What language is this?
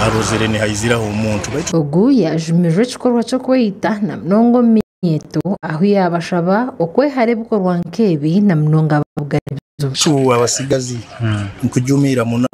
Nyankole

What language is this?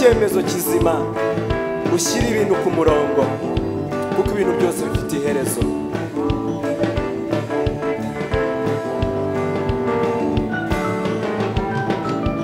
Kinyarwanda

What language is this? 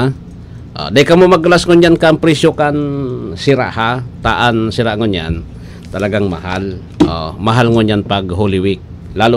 Bikol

